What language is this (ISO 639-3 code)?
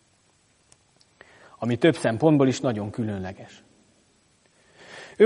hun